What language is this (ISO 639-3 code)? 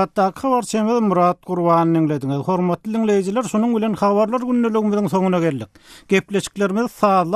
tuk